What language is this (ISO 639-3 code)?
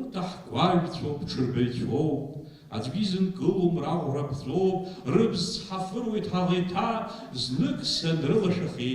abk